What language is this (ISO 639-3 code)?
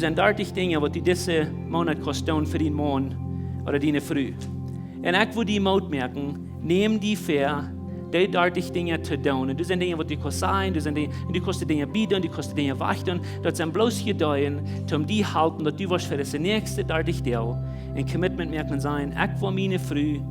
pdt